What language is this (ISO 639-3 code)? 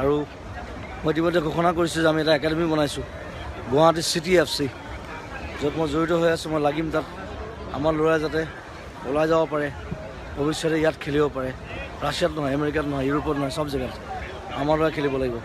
asm